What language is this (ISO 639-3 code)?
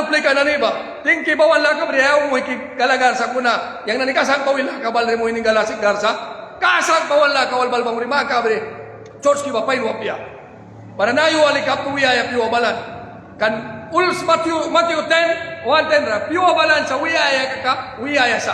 miq